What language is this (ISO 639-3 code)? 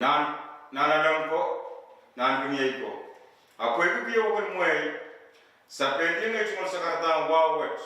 pon